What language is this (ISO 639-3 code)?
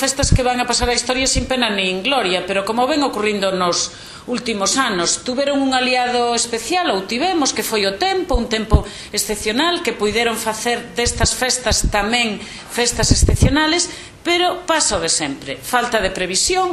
glg